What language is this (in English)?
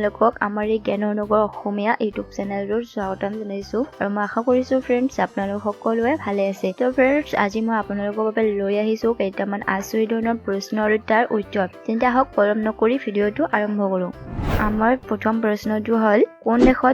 Assamese